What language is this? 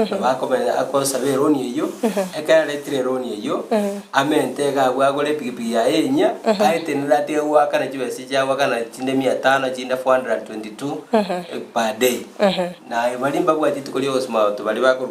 Gusii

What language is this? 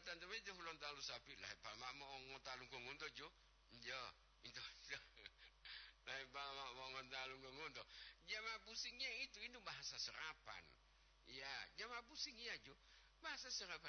Gorontalo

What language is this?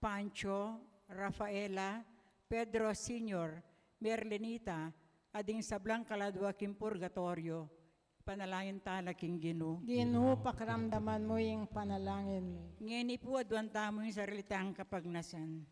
Pampanga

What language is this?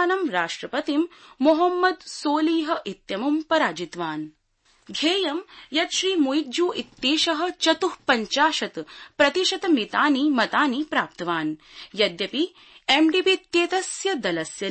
Sanskrit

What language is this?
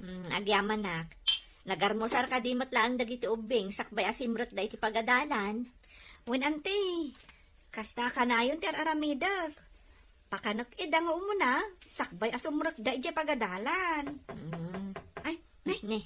Iloko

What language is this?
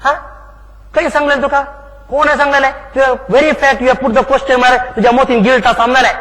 Konkani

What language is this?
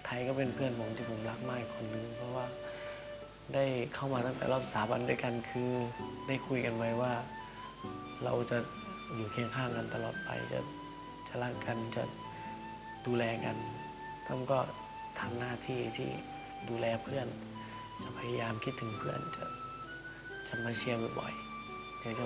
Thai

